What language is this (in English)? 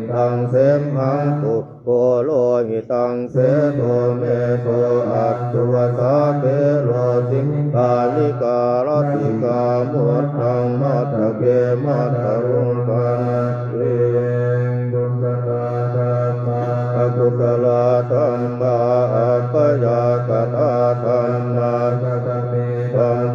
Pali